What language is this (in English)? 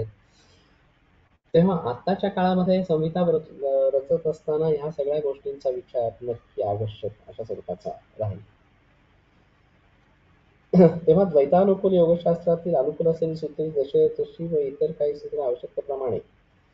Marathi